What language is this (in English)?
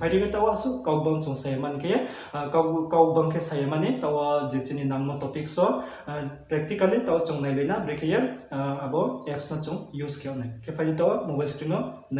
Riang (India)